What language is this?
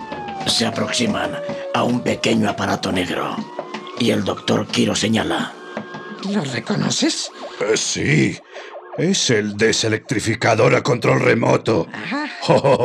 Spanish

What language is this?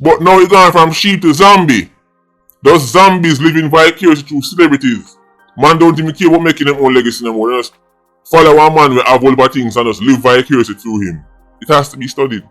Jamaican Creole English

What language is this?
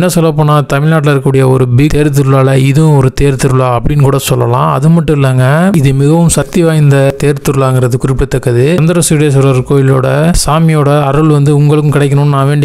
Tamil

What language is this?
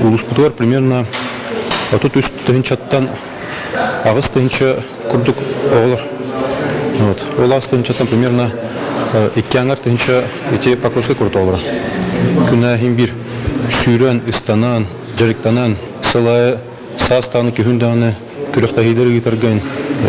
Yakut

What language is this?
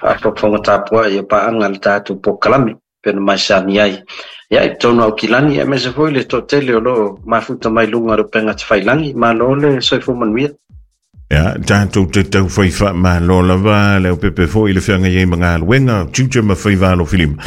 Samoan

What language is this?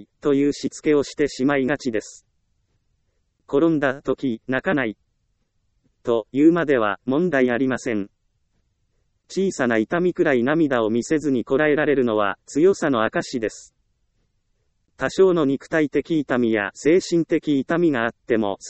Japanese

